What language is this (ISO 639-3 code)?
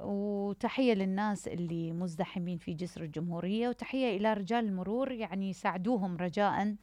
acm